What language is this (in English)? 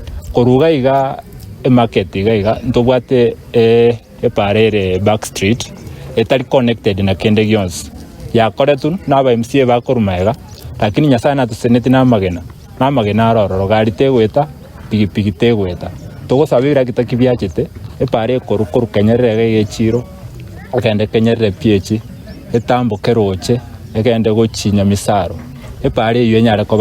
Gusii